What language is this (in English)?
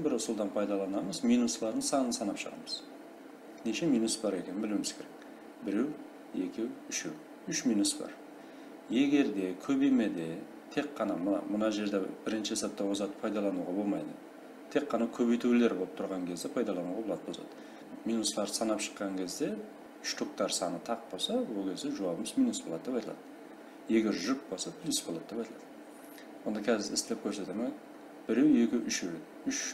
Kara-Kalpak